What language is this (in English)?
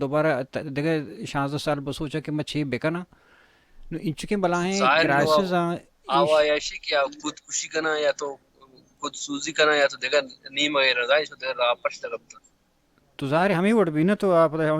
Baluchi